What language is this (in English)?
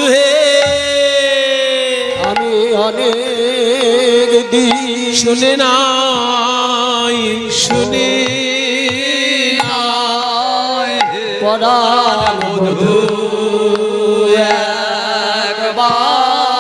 Bangla